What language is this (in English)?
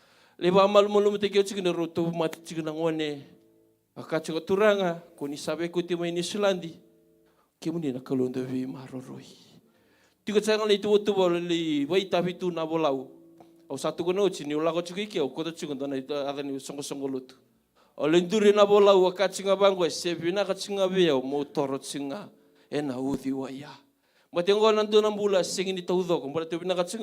Fijian